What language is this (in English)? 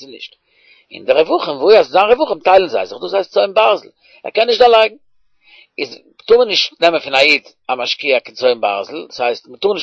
Yiddish